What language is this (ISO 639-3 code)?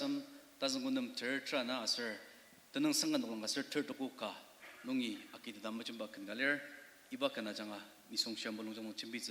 njo